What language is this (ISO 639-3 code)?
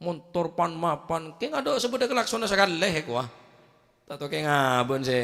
mad